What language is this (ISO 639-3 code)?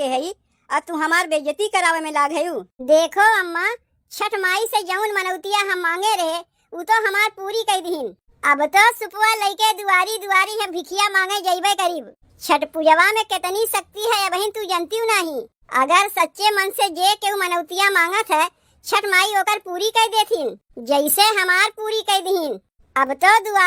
awa